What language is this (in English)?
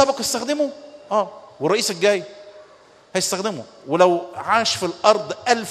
Egyptian Arabic